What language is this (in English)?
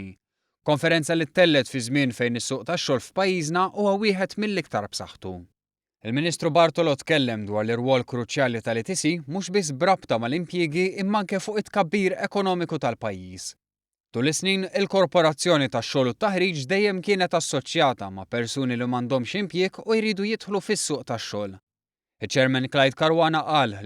Maltese